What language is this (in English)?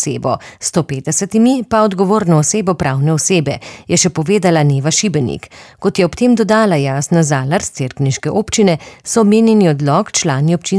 Slovenian